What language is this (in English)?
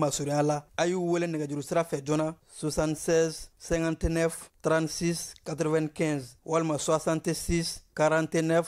Bambara